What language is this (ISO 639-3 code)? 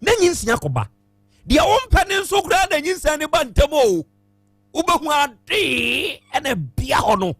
aka